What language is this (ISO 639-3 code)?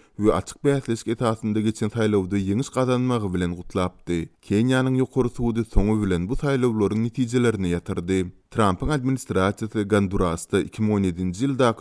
tuk